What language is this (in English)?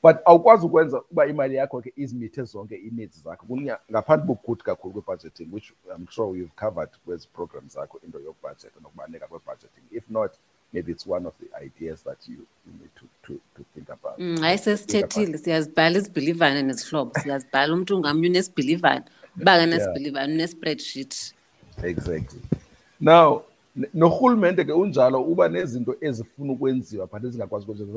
Xhosa